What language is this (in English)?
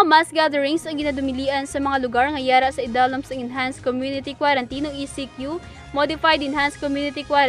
Hiligaynon